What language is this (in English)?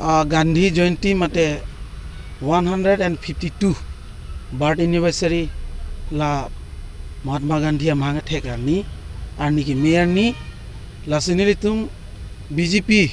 Karbi